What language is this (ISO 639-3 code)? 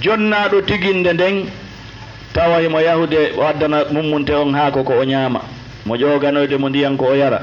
ful